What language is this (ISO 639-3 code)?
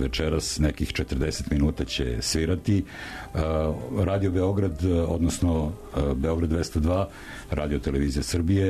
srp